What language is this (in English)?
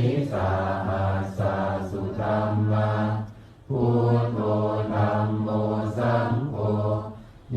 Pali